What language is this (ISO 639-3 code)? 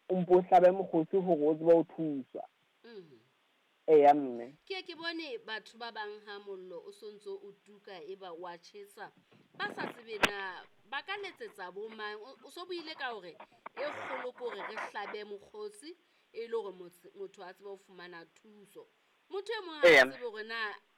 sot